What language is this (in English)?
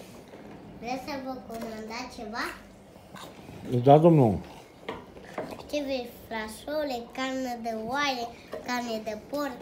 Romanian